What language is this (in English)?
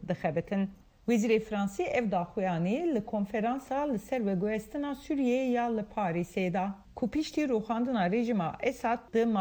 Kurdish